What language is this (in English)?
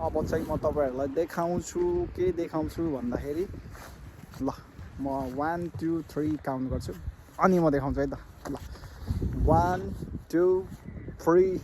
Nepali